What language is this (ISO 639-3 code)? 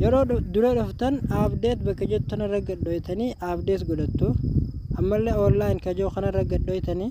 orm